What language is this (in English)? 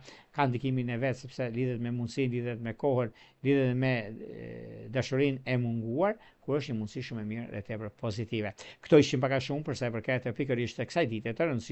Albanian